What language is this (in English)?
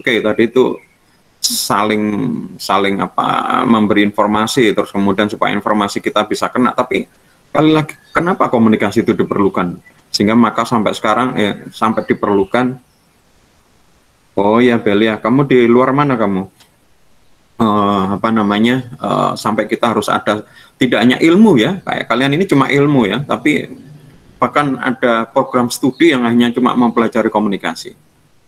Indonesian